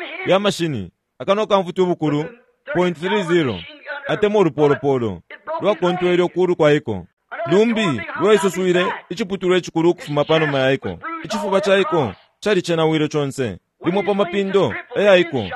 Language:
Bemba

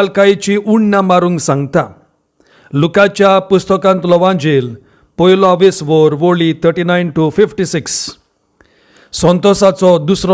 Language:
Konkani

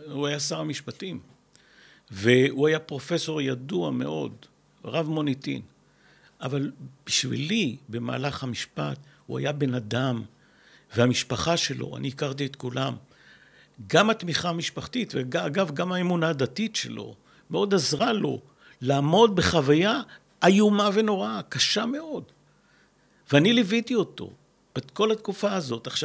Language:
Hebrew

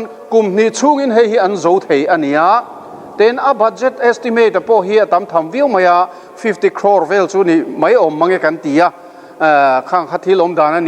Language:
Mizo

